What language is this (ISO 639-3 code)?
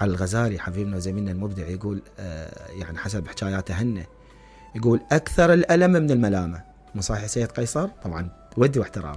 acm